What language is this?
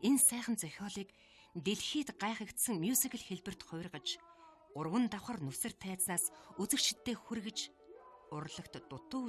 Mongolian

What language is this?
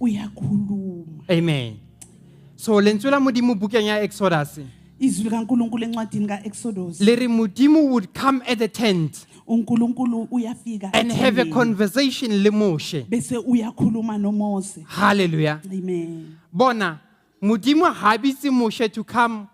Southern Sotho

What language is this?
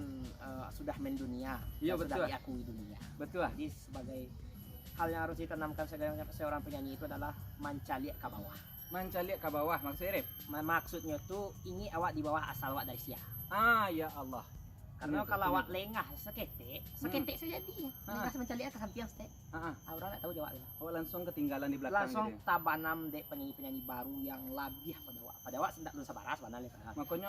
Minangkabau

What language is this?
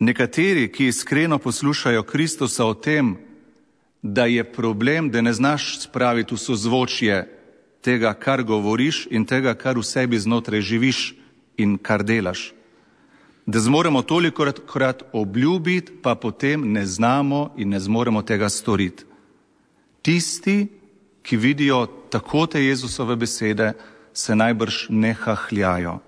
Slovenian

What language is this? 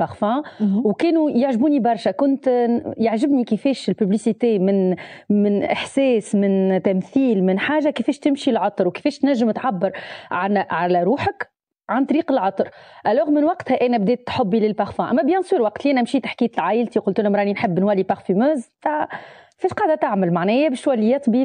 Tunisian Arabic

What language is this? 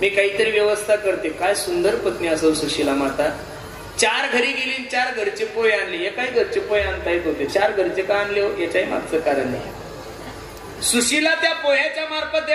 Marathi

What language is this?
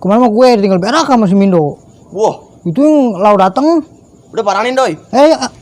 Betawi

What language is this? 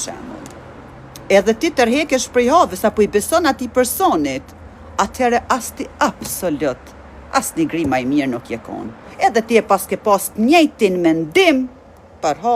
Albanian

